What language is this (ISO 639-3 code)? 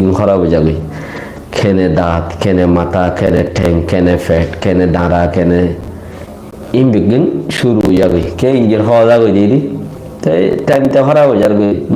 rhg